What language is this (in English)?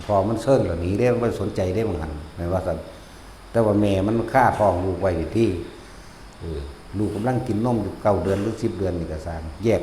Northeastern Thai